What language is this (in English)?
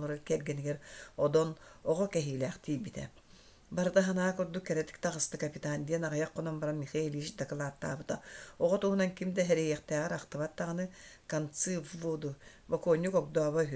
Yakut